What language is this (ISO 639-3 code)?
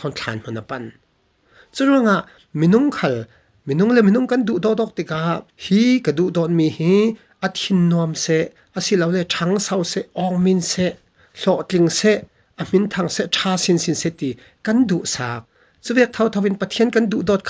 cfm